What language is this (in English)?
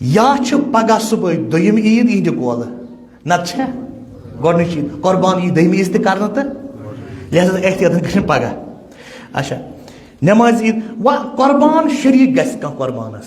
Kashmiri